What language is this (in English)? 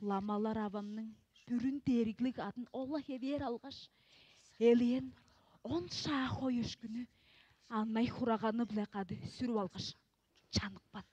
Tuvinian